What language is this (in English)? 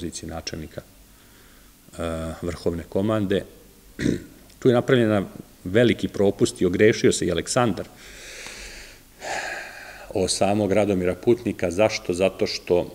Serbian